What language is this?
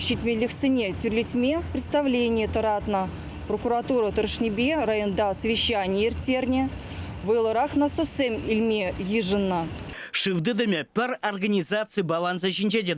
Chuvash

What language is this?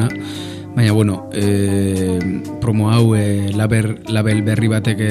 Basque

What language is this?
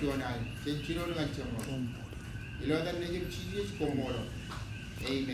Marshallese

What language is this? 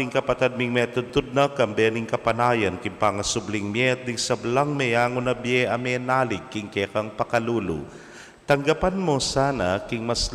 Pampanga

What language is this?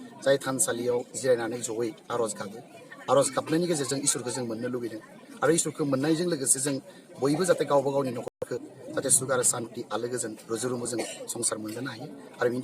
Bodo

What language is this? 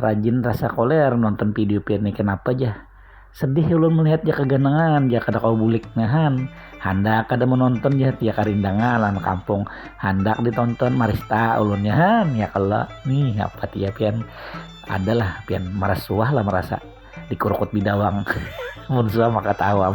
Banjar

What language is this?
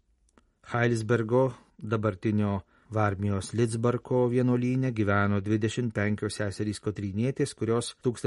Lithuanian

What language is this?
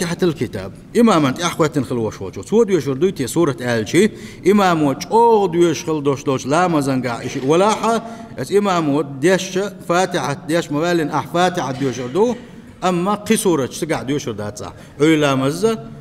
Chechen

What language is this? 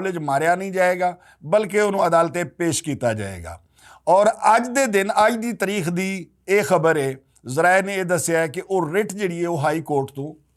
Western Panjabi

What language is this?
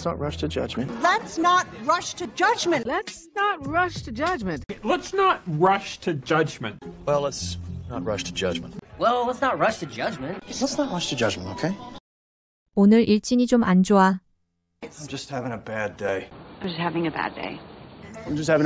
English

